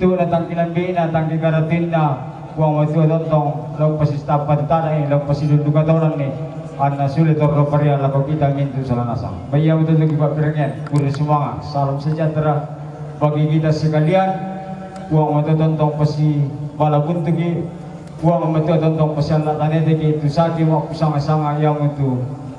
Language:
Toraja-Sa'dan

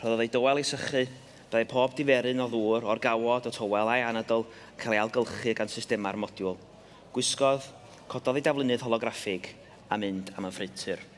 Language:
Welsh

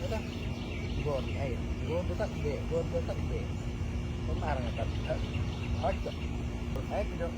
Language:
Central Mnong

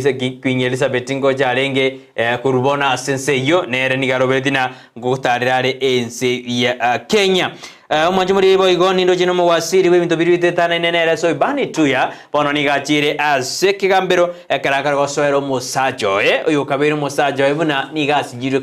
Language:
Gusii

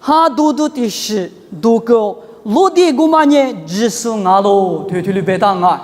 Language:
Lisu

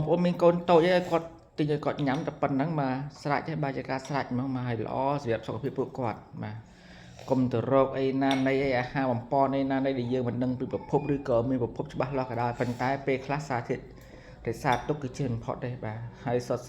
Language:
Khmer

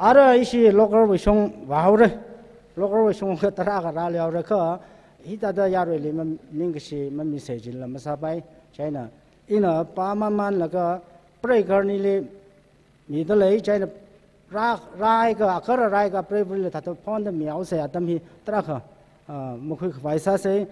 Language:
Tangkhul Naga (India)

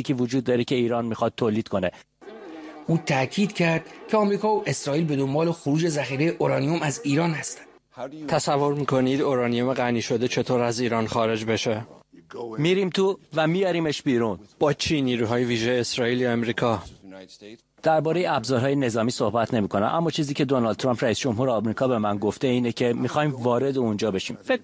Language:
Persian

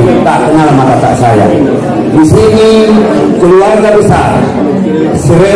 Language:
Batak Angkola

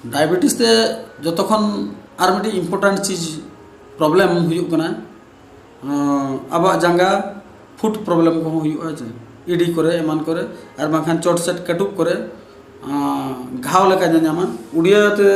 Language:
Santali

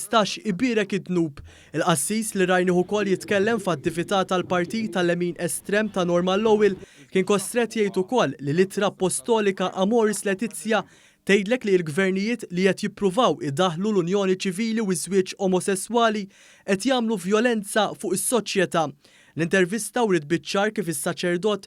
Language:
Maltese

